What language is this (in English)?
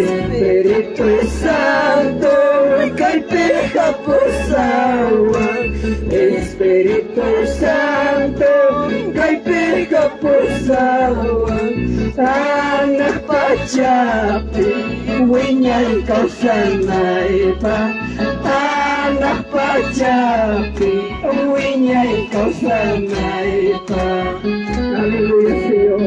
Ayacucho Quechua